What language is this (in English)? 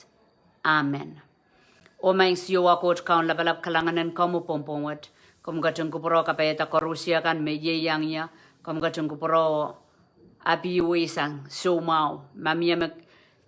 Pohnpeian